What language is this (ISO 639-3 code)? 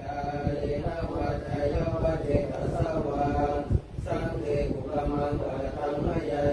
pli